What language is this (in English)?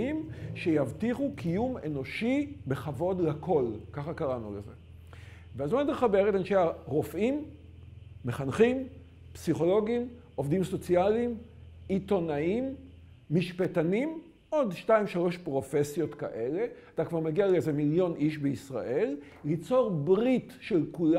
Hebrew